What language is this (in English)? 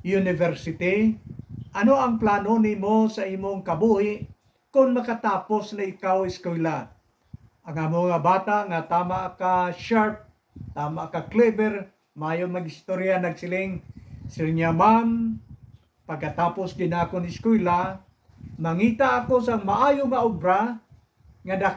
Hiligaynon